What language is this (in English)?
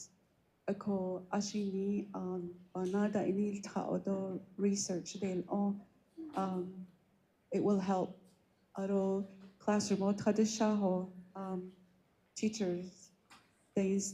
Navajo